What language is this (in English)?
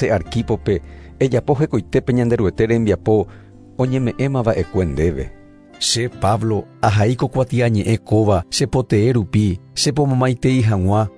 Guarani